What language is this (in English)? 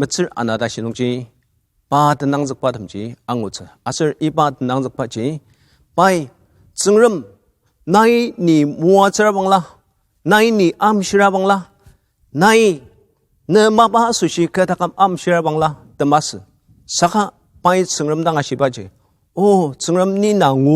Ao Naga